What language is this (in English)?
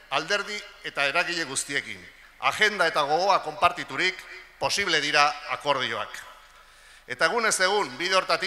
Basque